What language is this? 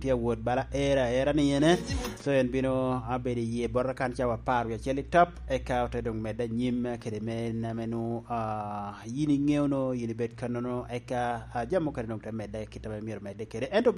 Lango (Uganda)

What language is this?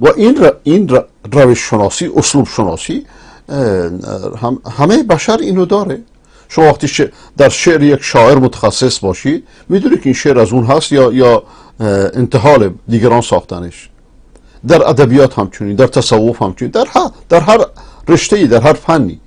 Persian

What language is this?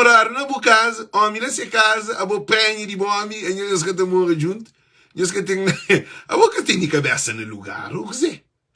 Kabuverdianu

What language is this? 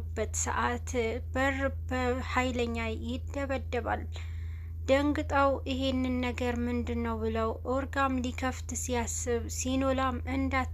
Amharic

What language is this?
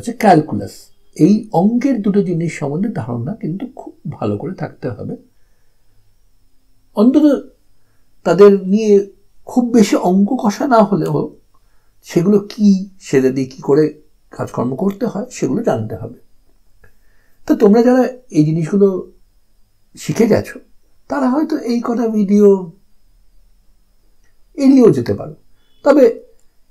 Bangla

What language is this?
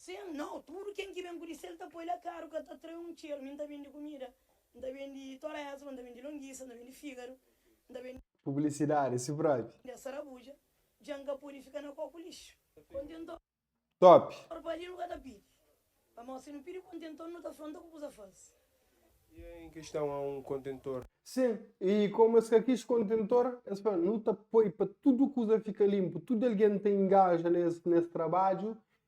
Kabuverdianu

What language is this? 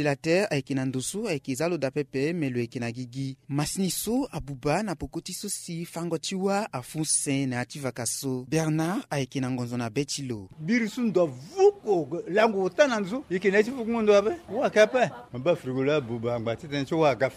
Sango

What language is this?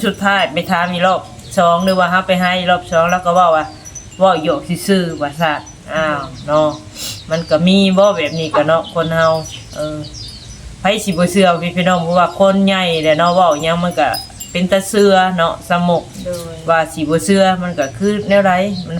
Northeastern Thai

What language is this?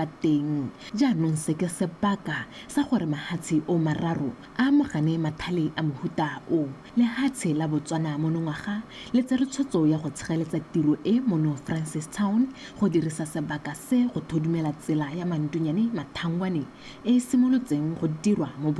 Tswana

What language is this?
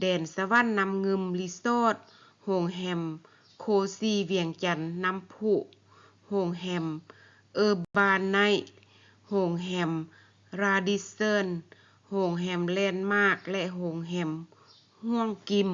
Lao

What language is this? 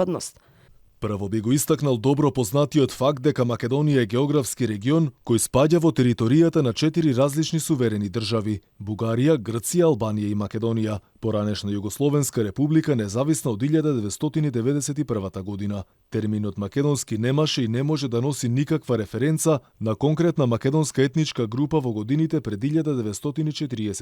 Macedonian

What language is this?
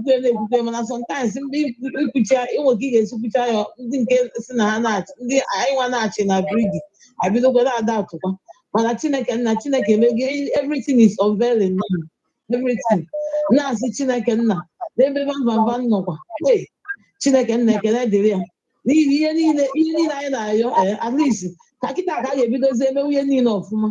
Igbo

